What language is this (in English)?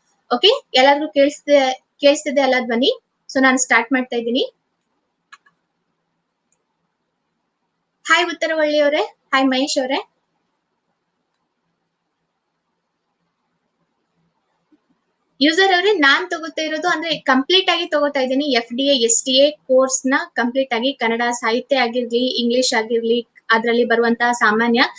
Kannada